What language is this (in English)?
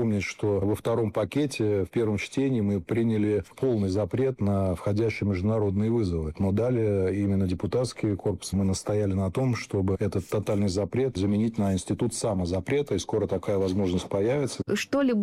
Russian